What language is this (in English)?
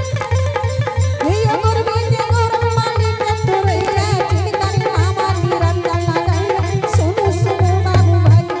Angika